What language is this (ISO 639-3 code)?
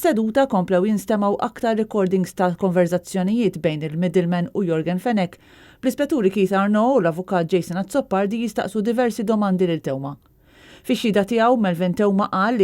mlt